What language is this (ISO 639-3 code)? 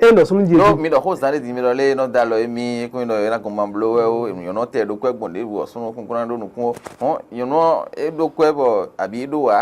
fon